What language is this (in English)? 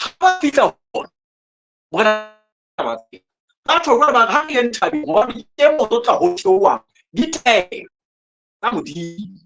Southern Sotho